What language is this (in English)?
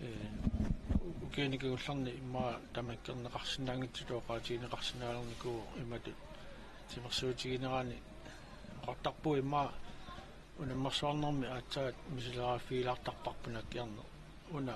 Kalaallisut